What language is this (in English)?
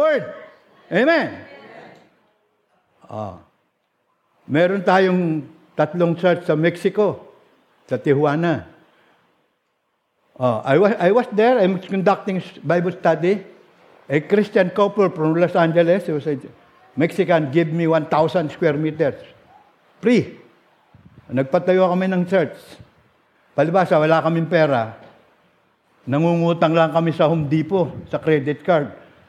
Filipino